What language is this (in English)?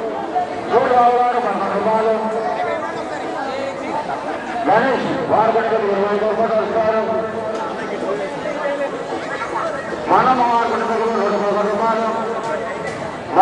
Telugu